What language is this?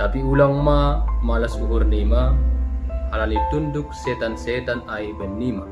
Batak Simalungun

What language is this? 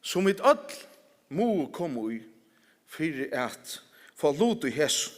Faroese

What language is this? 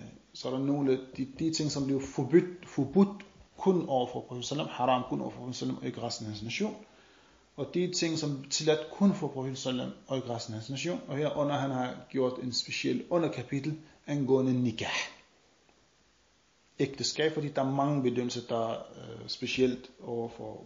Danish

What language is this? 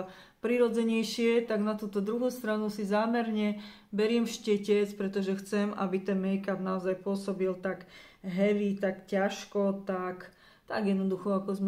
Slovak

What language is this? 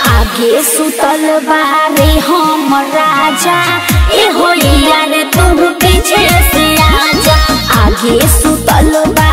Bhojpuri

